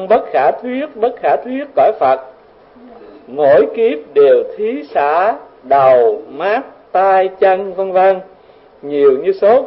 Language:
Vietnamese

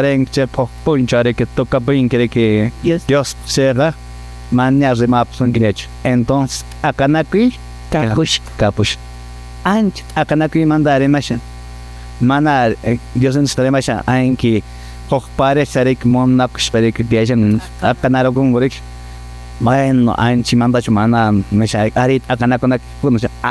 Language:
Quechua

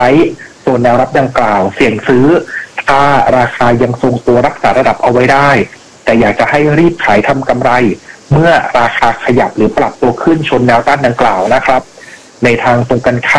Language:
Thai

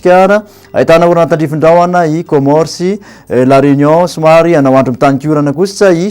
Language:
Malagasy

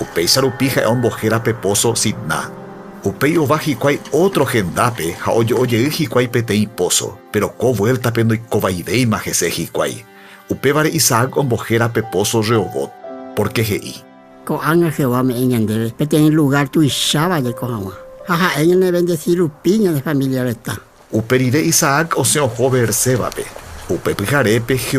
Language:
Guarani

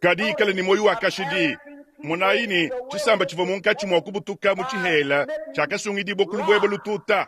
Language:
Luba-Lulua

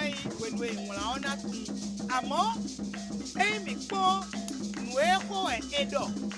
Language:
Fon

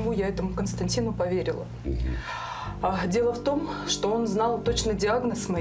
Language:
Russian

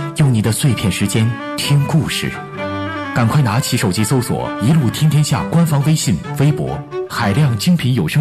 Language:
Chinese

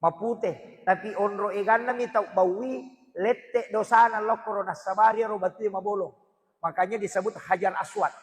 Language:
Buginese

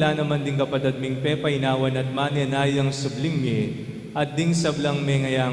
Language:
Pampanga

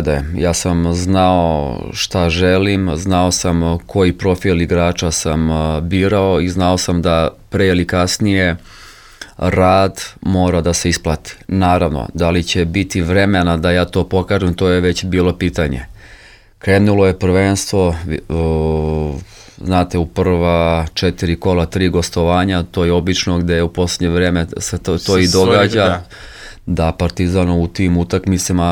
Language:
Serbian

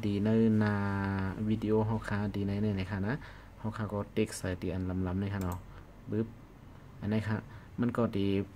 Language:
Shan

